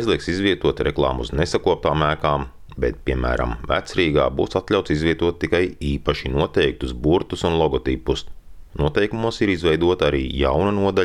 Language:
Latvian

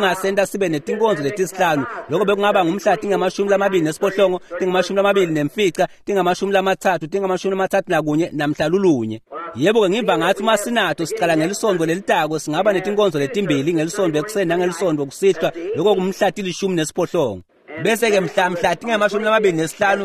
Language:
Swati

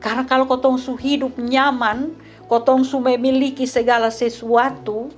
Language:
Kupang Malay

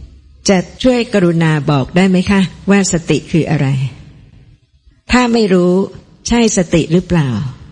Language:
Thai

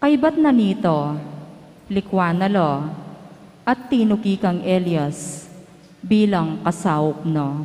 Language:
Pampanga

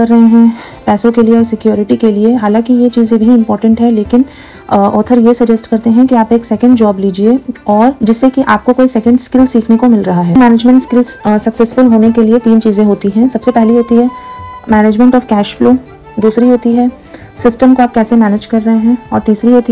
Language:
Hindi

